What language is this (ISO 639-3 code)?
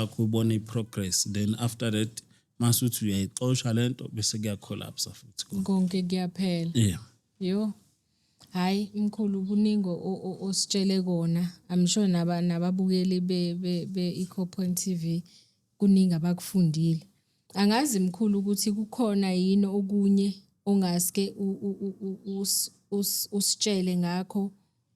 zul